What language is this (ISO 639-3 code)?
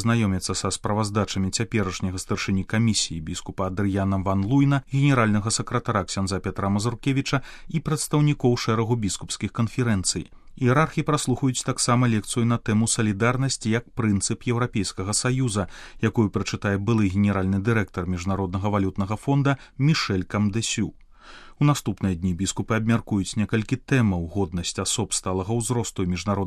bel